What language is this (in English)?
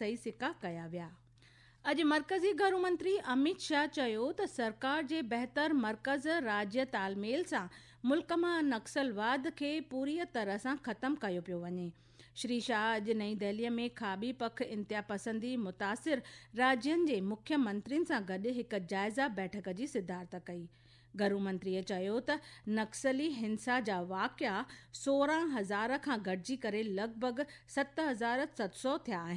Sindhi